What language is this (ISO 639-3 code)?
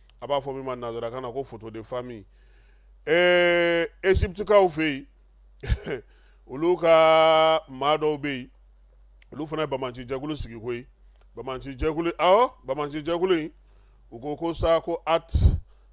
bam